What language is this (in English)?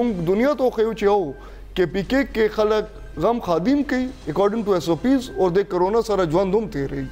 Pashto